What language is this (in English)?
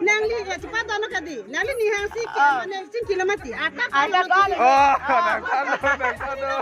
Karbi